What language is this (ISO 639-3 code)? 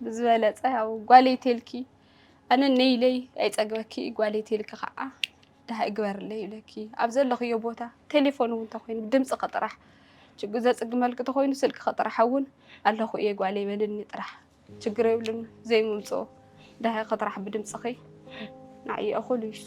tir